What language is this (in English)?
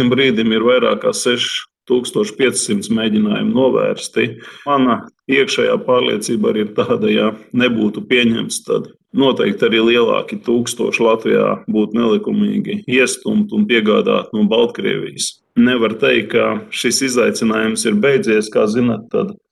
Latvian